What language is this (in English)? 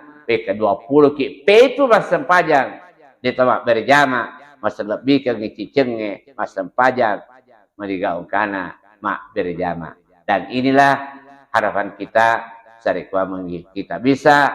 Buginese